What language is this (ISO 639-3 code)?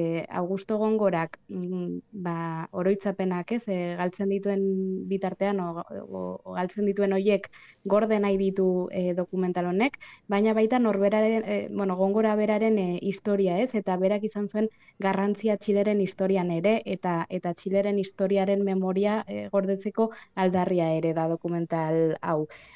eus